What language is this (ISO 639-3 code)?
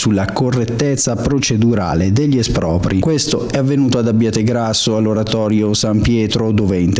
ita